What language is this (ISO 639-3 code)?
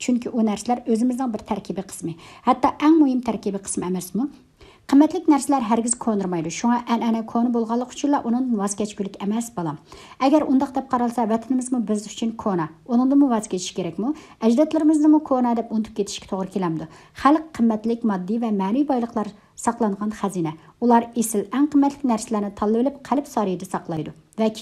uig